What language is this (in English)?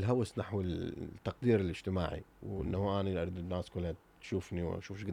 Mesopotamian Arabic